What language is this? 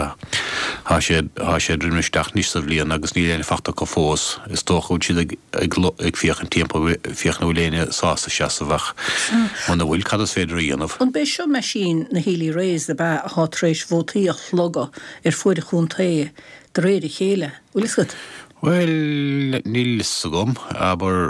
Irish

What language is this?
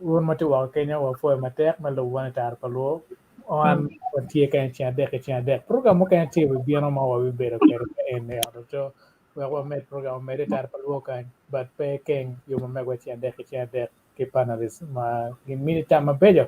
Acoli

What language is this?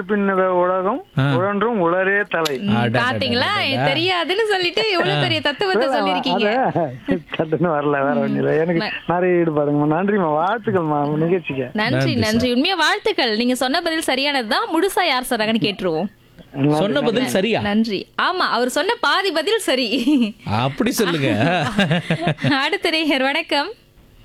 Tamil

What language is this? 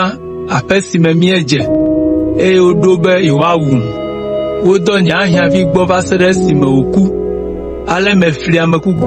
Ewe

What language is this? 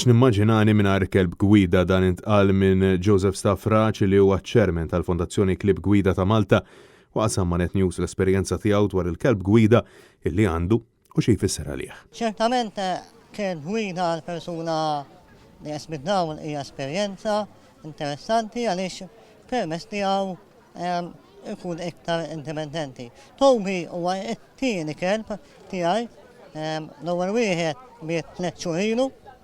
Maltese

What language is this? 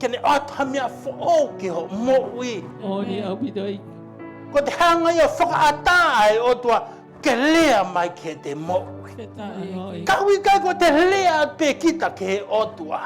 Tongan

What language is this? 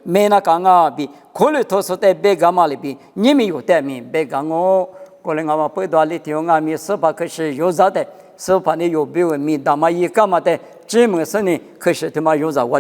Lisu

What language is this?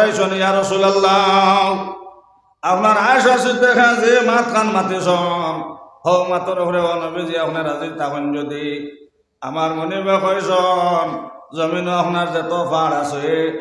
Sylheti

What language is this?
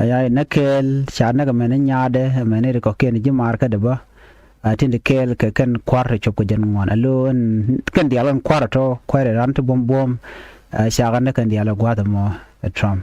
Nuer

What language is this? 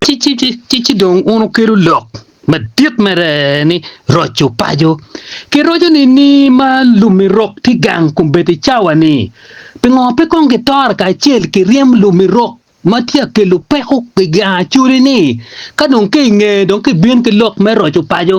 Acoli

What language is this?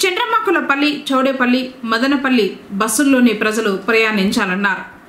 Telugu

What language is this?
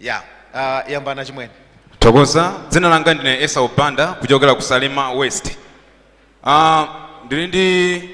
Nyanja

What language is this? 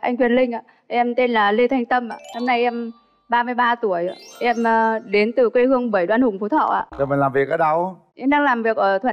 Vietnamese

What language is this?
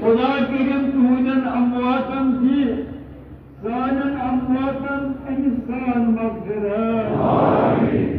Kashmiri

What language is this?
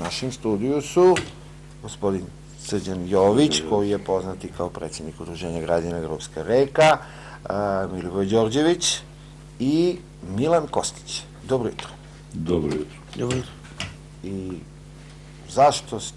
Serbian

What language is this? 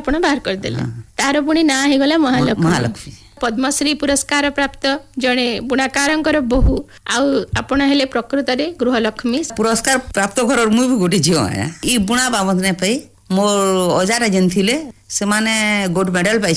Odia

